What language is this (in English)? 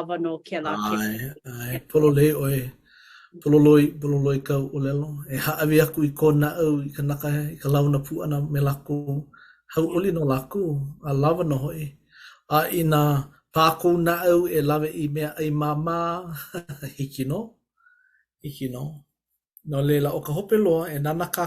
Hawaiian